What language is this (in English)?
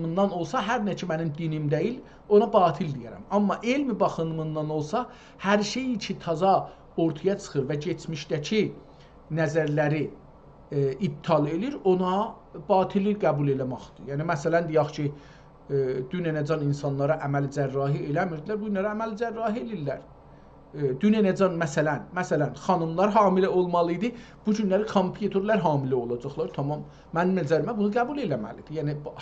South Azerbaijani